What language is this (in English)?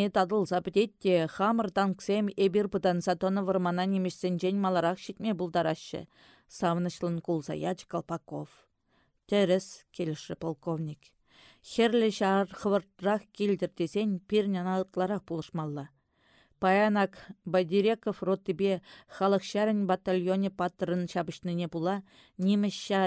Chuvash